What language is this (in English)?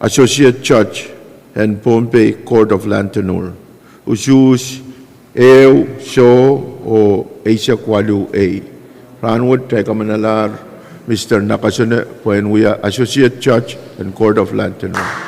Pohnpeian